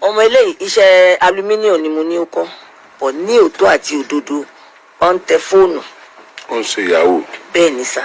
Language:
Yoruba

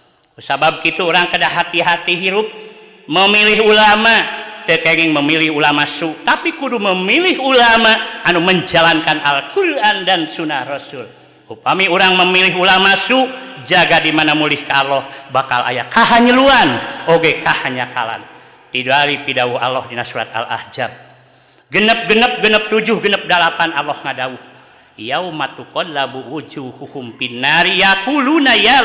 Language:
Sundanese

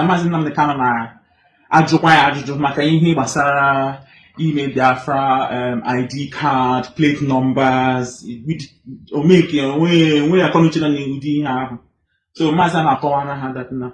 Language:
Igbo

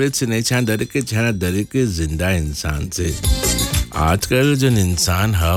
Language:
Bhojpuri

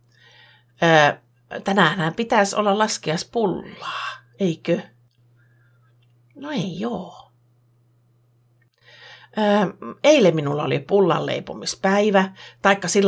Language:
Finnish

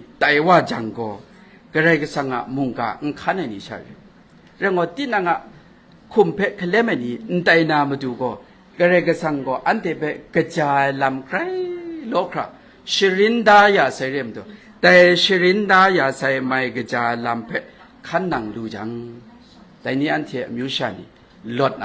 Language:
Kachin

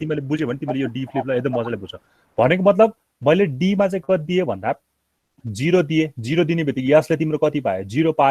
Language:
Nepali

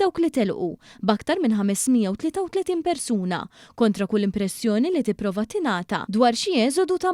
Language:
Maltese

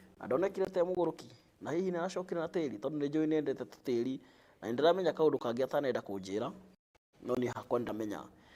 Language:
Kikuyu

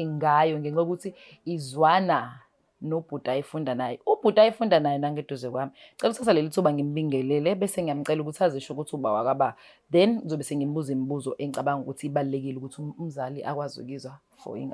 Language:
Zulu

